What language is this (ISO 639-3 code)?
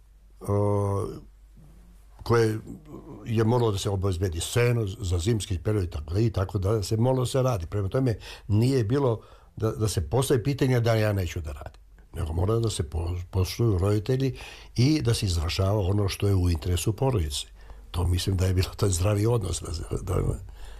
srp